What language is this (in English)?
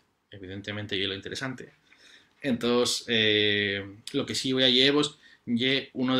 Asturian